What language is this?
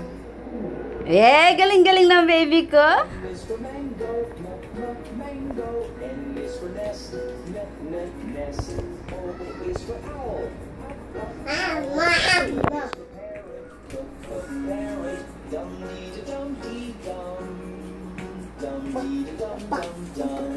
Filipino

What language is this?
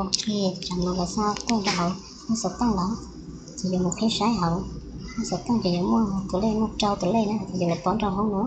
Hmong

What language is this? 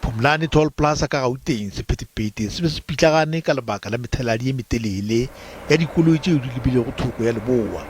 Northern Sotho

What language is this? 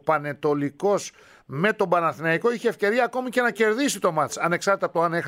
Greek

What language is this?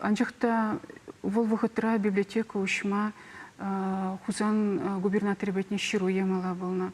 Chuvash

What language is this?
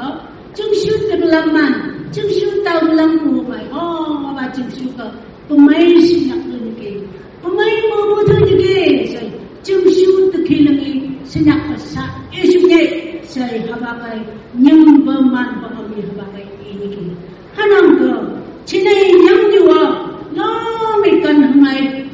Phom Naga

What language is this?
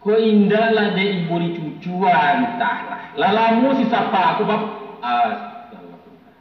Minangkabau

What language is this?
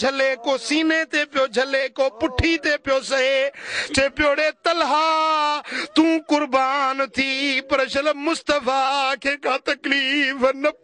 Sindhi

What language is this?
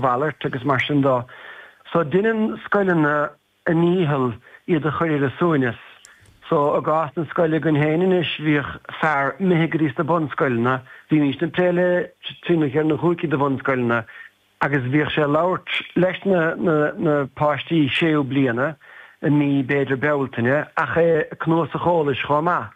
Irish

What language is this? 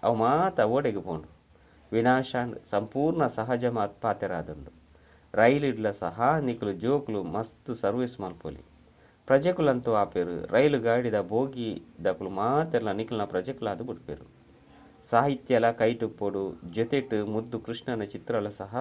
Tulu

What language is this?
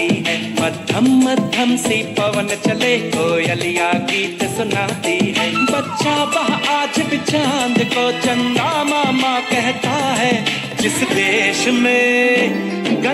Hindi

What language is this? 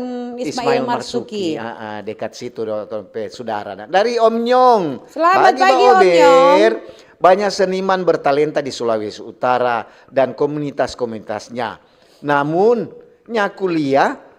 Manado Malay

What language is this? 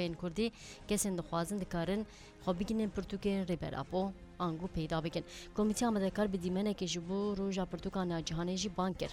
Kurdish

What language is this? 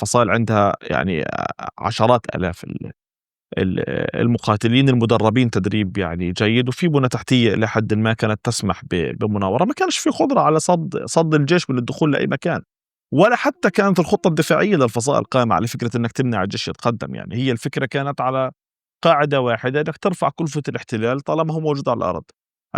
North Levantine Arabic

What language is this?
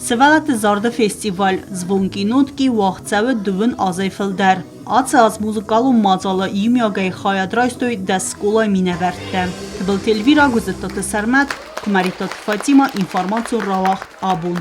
Ossetic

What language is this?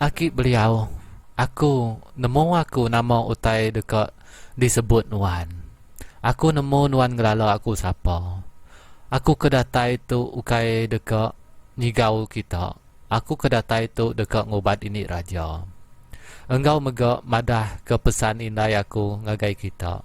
Iban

